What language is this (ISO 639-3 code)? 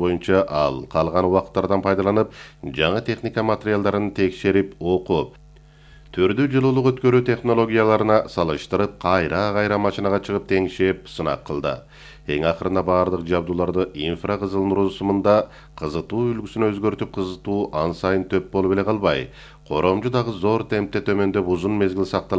kir